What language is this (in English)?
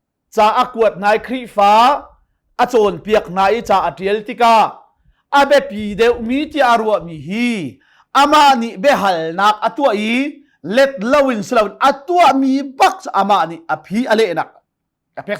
Hakha Chin